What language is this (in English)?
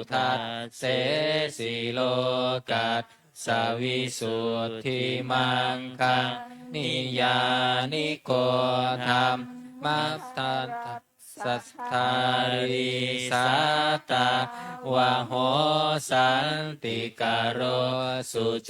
Pali